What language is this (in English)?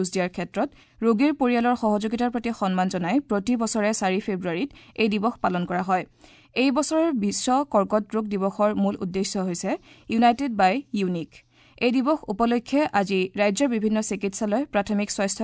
Assamese